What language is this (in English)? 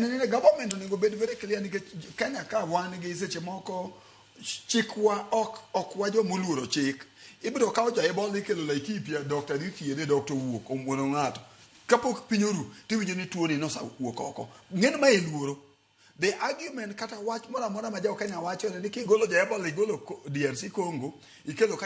Luo (Kenya and Tanzania)